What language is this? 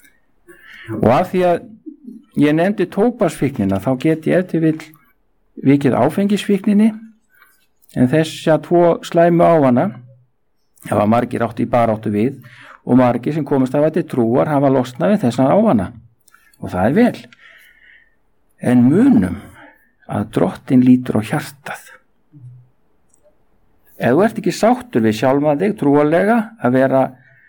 Icelandic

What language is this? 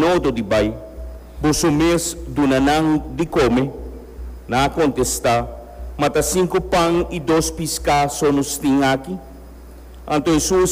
Papiamento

